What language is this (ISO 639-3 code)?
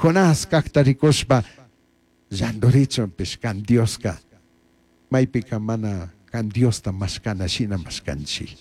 qug